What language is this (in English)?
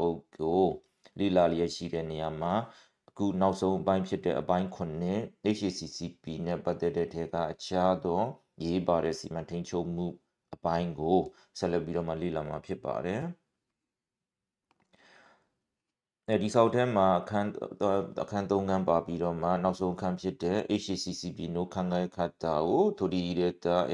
Burmese